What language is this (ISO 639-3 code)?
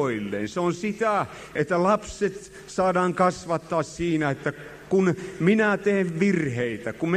fin